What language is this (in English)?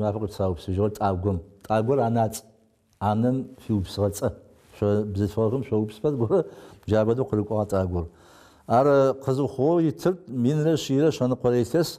Adyghe